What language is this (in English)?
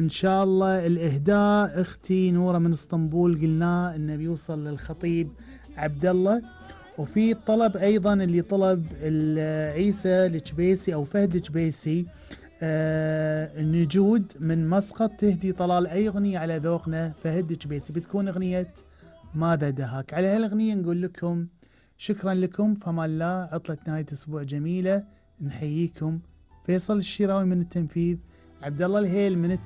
Gulf Arabic